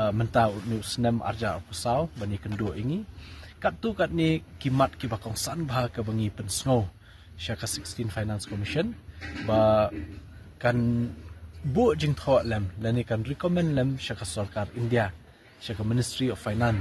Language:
Khasi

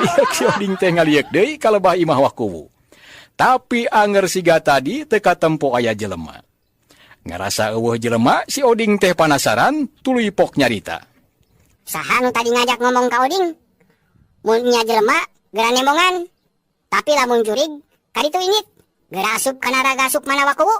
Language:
Sundanese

